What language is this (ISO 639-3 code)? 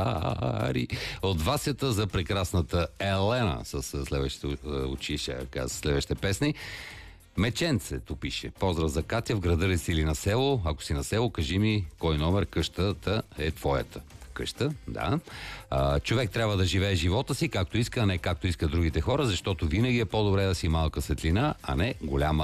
bul